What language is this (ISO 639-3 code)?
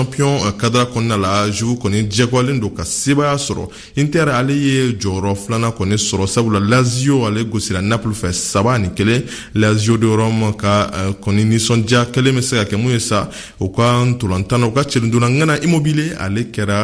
bam